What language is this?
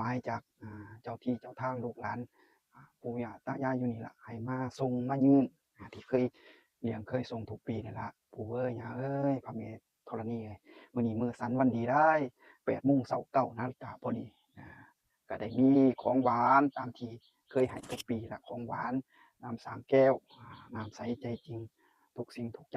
Northeastern Thai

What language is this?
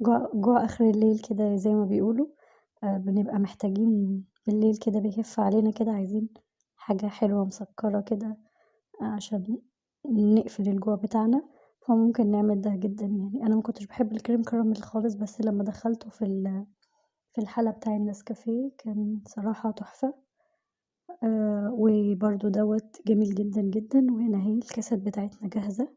Egyptian Arabic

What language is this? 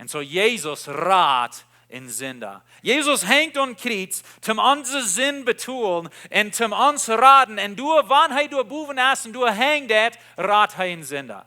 Plautdietsch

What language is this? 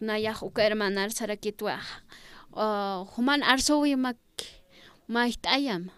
Aymara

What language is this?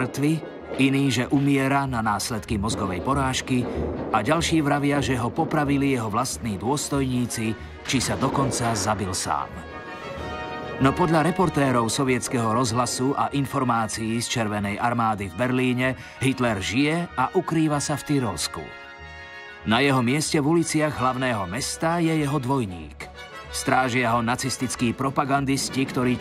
Slovak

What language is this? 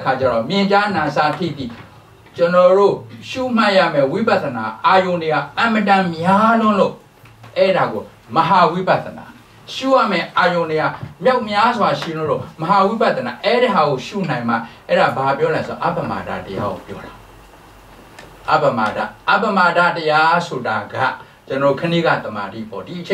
Burmese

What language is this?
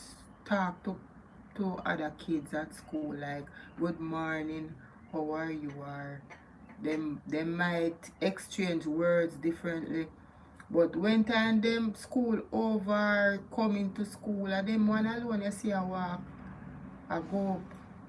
Jamaican Creole English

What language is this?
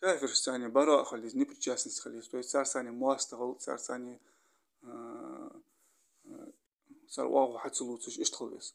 Ingush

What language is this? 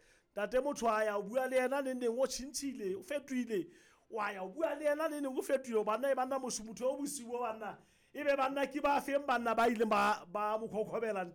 Southern Sotho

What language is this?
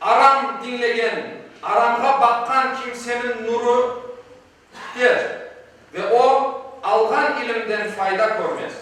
Crimean Tatar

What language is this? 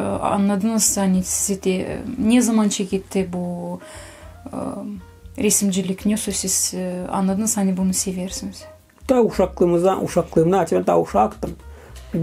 Gagauz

